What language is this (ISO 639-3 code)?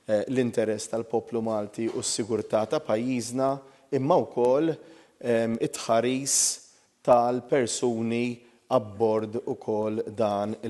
mlt